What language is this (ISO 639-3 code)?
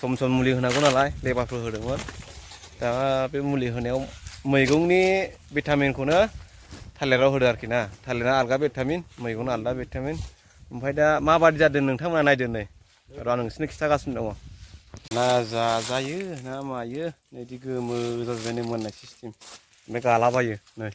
brx